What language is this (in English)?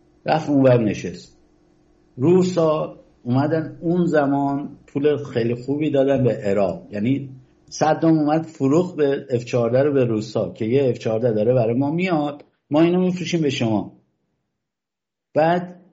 Persian